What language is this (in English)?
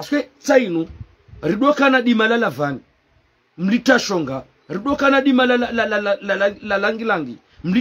Ngazidja Comorian